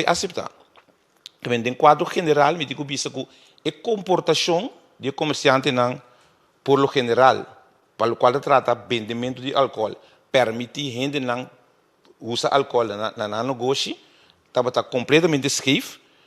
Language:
Papiamento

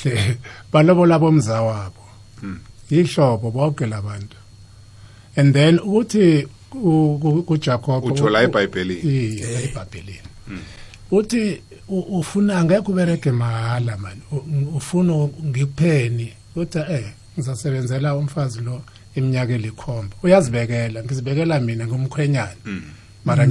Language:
South Ndebele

